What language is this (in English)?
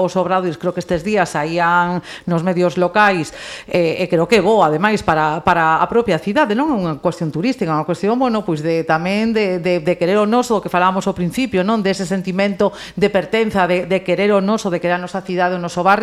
Galician